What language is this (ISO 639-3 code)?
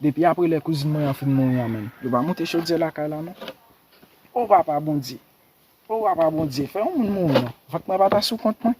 hat